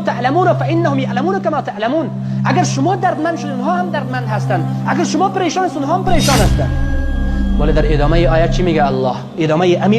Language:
Persian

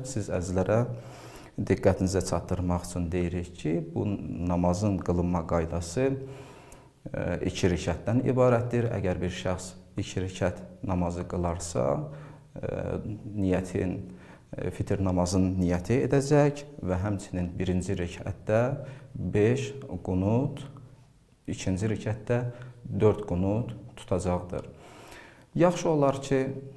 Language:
Azerbaijani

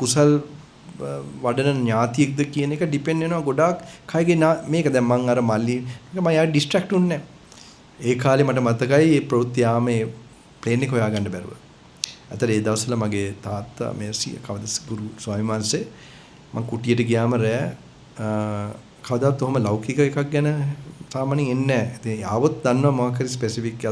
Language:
Sinhala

